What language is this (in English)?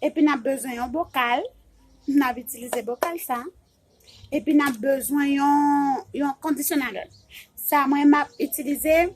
Haitian Creole